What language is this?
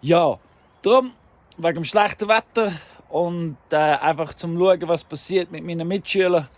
Swiss German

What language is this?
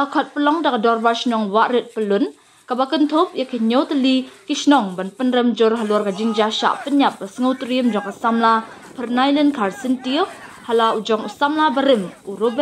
Khasi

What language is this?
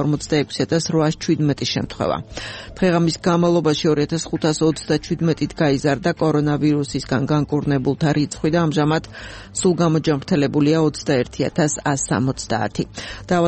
Georgian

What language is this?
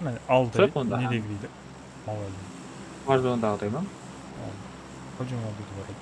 Kara-Kalpak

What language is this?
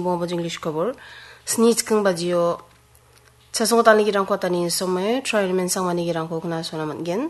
Garo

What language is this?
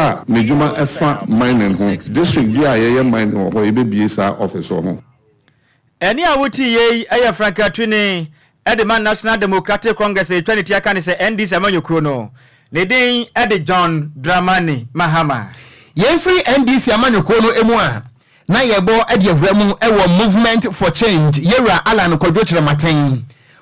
Akan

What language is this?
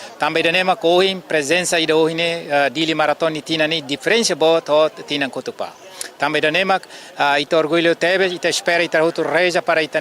Tetum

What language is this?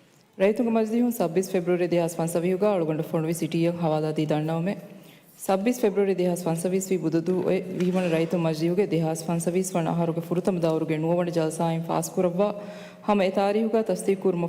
Divehi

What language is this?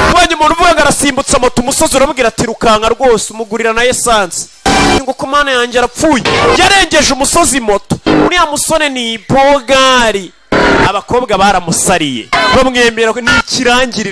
Kinyarwanda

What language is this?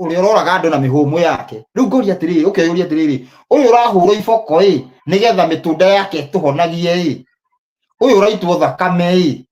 Kikuyu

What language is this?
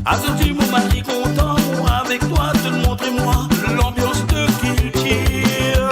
Morisyen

